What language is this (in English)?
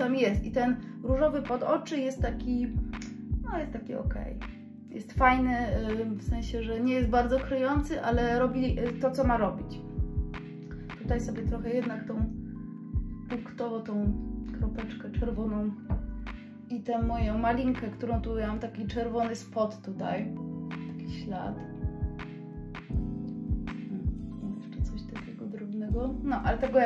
Polish